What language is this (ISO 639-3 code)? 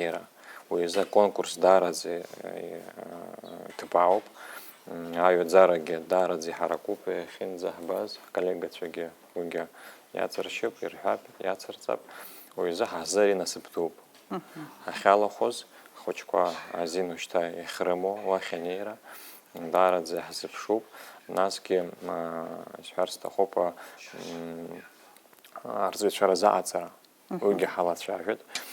abk